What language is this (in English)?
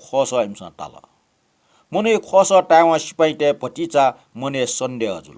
Newari